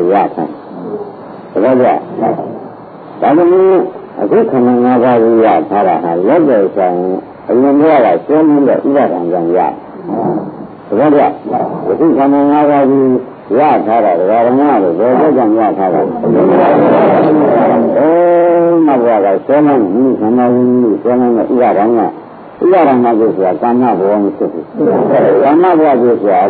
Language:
Burmese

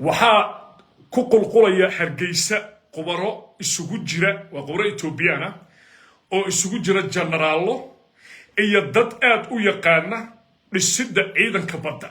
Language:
Somali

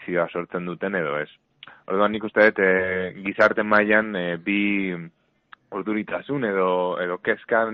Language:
Basque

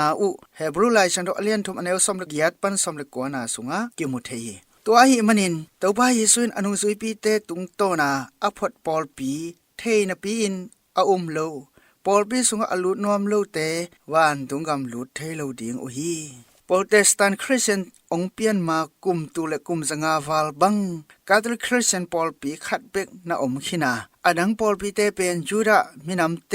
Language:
Tedim Chin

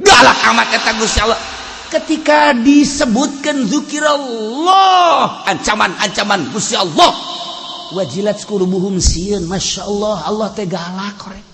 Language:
Sundanese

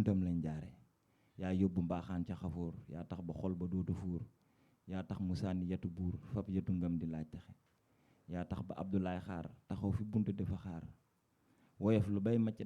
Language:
Wolof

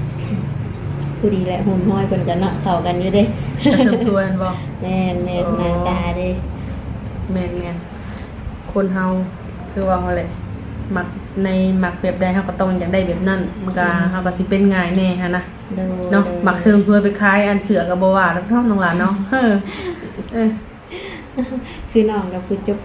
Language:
Lao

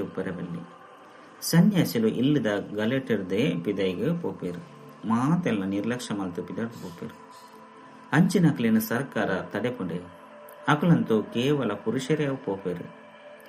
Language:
Tulu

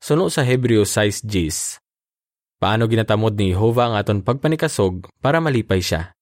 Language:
Hiligaynon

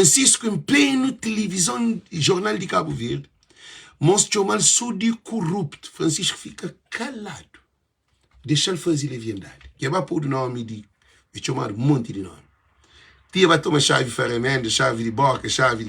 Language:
Kabuverdianu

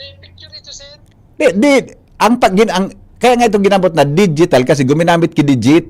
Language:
Bikol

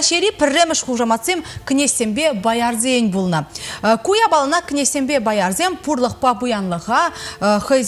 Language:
Chuvash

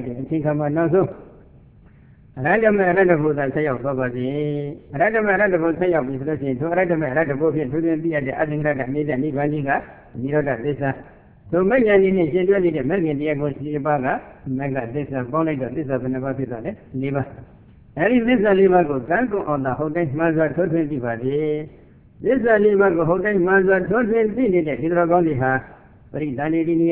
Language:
Burmese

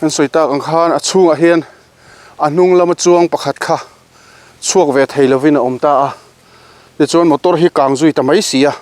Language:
Mizo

